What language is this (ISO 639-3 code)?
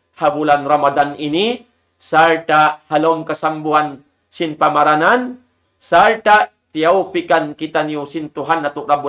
tsg